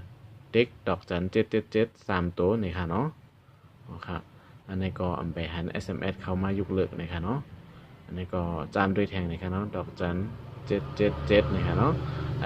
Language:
Shan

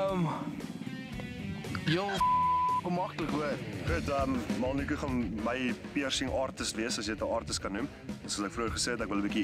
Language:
Afrikaans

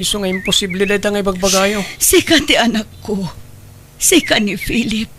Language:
Iloko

